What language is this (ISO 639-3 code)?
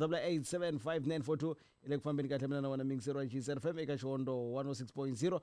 tso